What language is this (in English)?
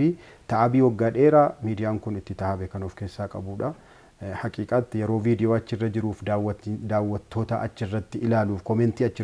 Oromo